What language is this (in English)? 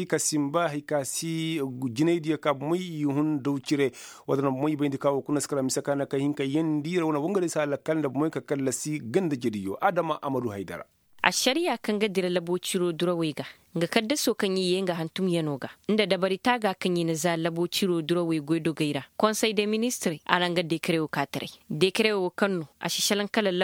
Koyraboro Senni